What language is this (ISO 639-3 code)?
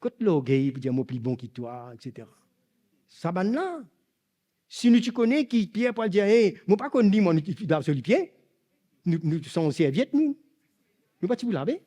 mfe